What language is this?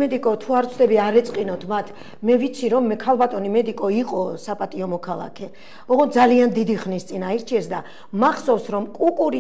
Georgian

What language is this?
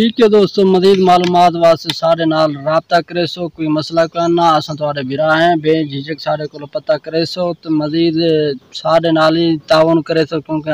Saraiki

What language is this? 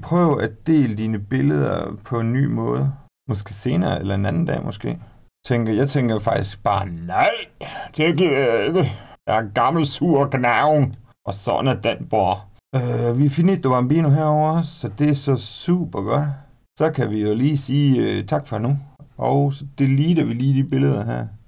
Danish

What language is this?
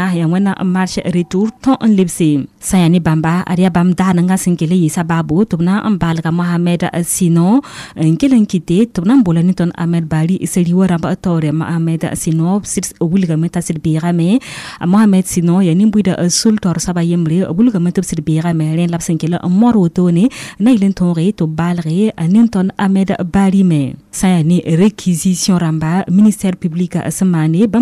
Mossi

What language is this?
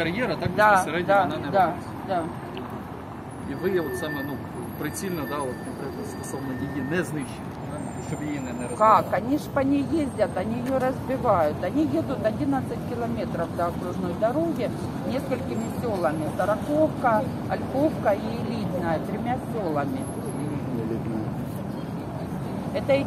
Ukrainian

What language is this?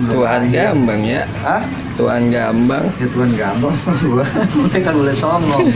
Betawi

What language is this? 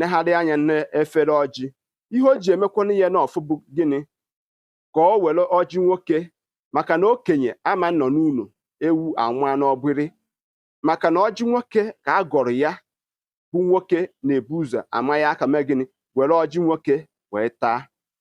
Igbo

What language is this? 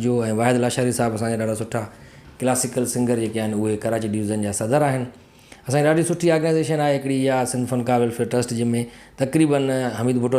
Sindhi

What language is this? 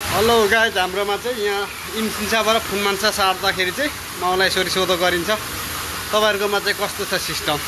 Nepali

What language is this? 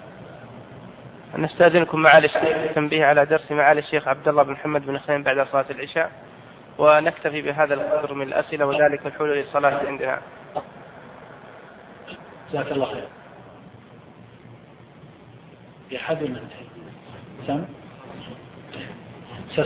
Arabic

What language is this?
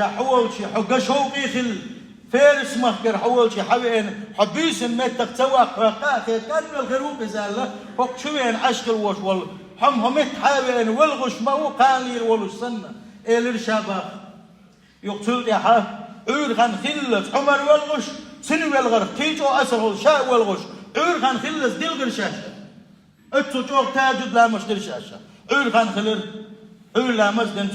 Chechen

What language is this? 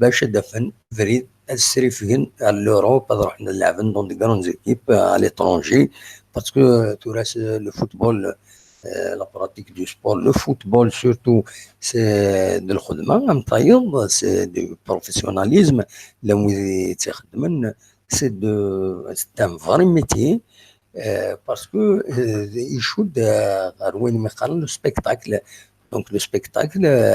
Kabyle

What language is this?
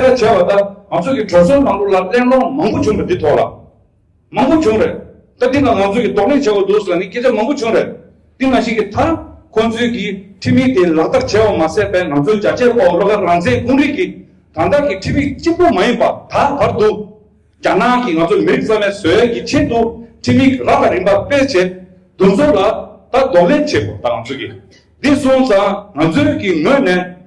Tibetan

